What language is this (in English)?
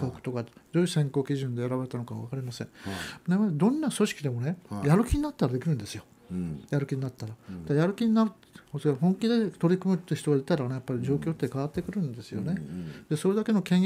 Japanese